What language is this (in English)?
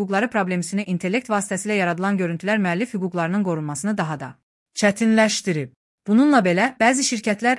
Azerbaijani